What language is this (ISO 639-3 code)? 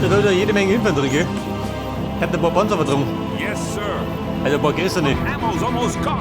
bar